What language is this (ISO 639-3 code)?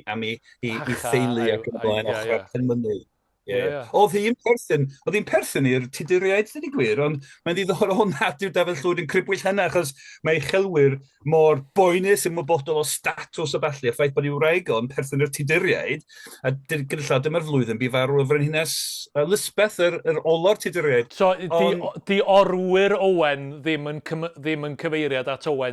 cym